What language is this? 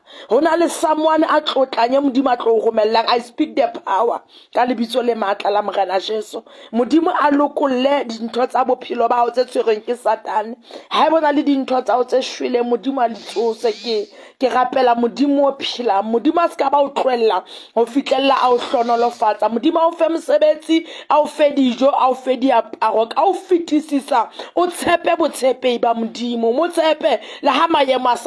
Southern Sotho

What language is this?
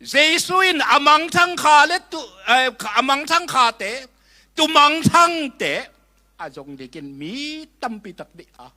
Tedim Chin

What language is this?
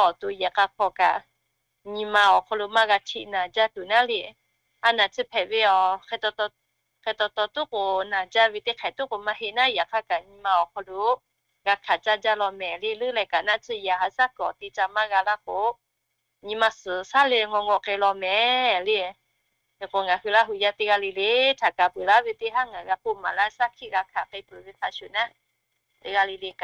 Lahu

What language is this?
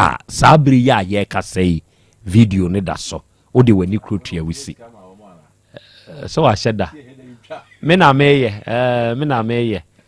Akan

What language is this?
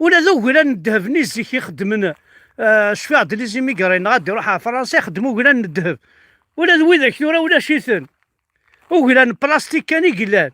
Kabyle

